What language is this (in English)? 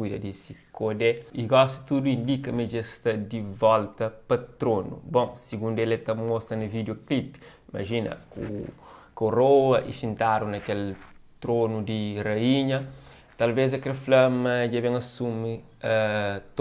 Kabuverdianu